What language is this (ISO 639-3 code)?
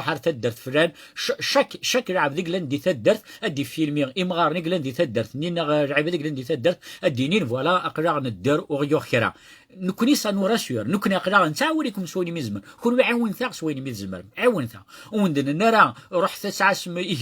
kab